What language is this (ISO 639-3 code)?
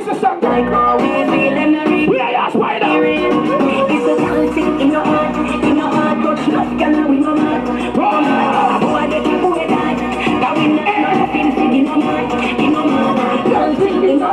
jam